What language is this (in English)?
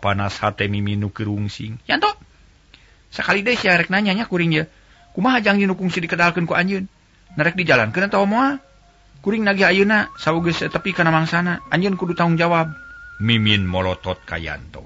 Sundanese